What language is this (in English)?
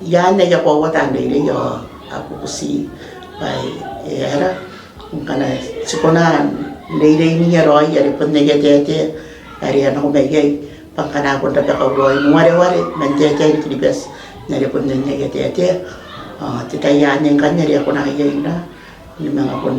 Gilbertese